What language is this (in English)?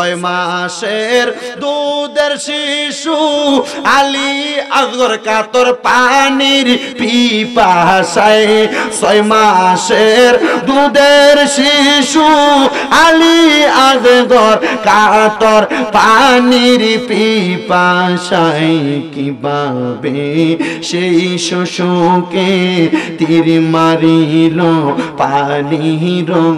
Bangla